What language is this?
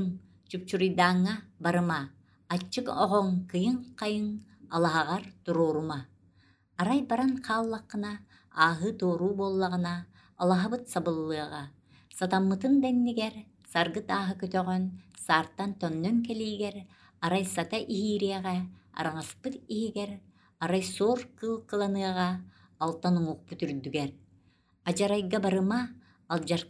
Yakut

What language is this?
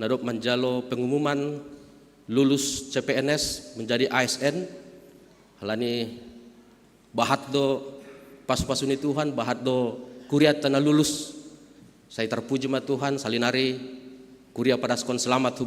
Batak Simalungun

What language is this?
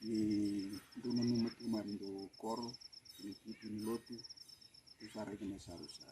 Fijian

